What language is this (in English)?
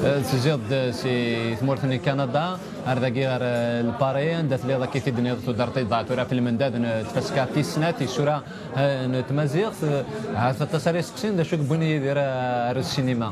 Kabyle